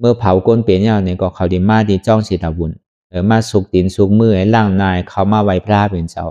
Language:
Shan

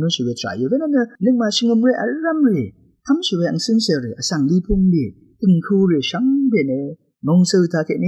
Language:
Rawang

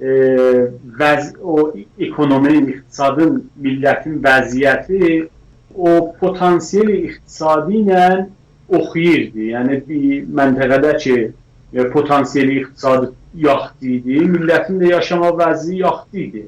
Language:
South Azerbaijani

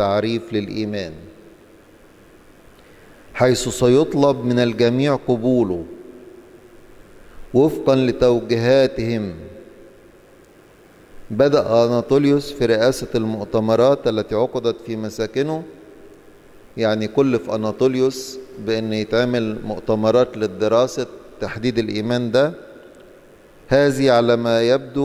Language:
Egyptian Arabic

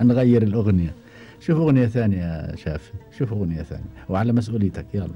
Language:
Gulf Arabic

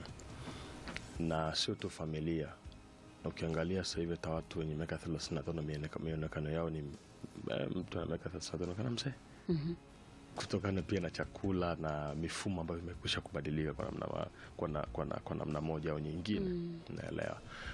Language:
Swahili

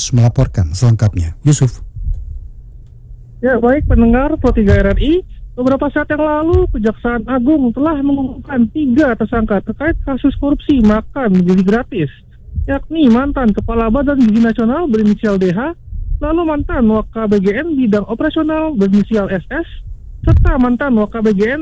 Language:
Indonesian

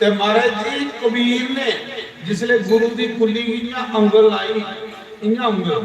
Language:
Dogri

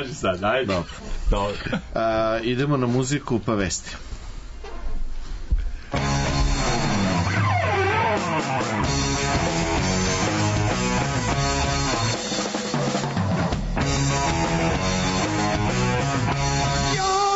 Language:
Serbian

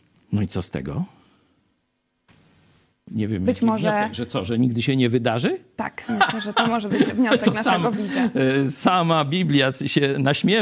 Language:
Polish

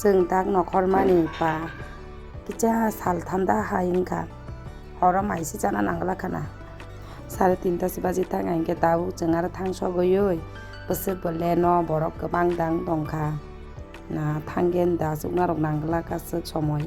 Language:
Kok Borok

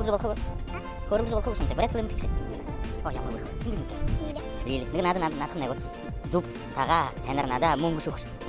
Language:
Buriat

